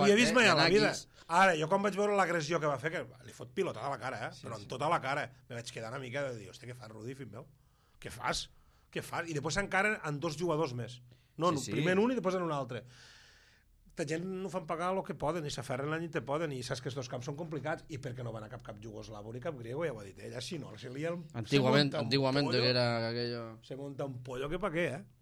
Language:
Catalan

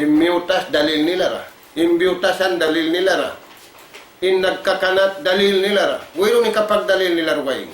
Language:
Tausug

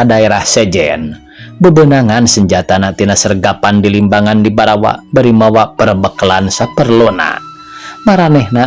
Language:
Sundanese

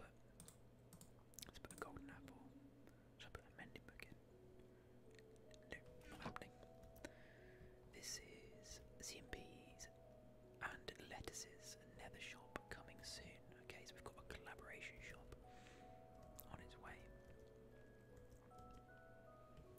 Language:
English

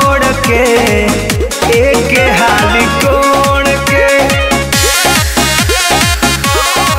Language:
Bhojpuri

